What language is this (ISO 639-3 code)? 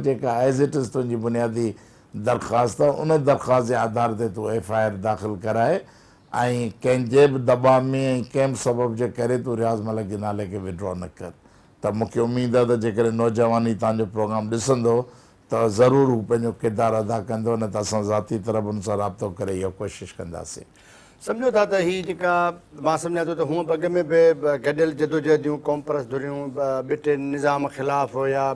snd